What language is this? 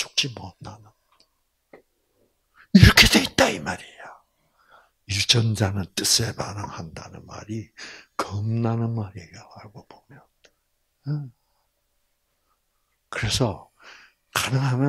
Korean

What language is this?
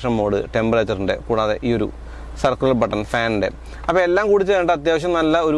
Malayalam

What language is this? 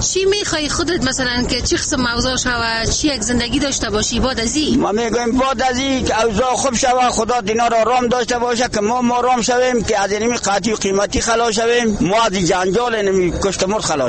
Persian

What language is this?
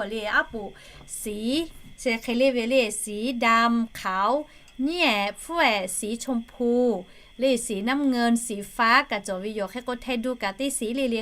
Lahu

